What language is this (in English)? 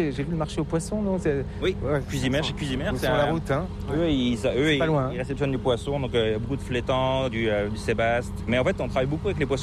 French